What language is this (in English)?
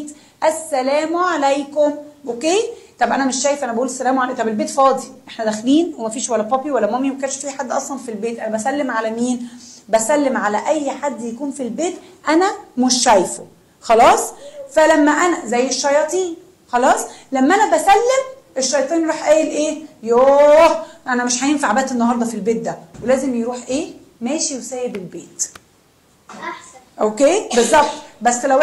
Egyptian Arabic